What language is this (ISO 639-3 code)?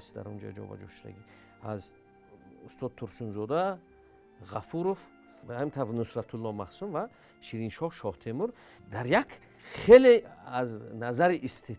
tgk